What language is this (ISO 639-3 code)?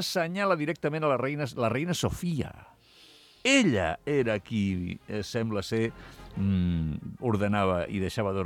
cat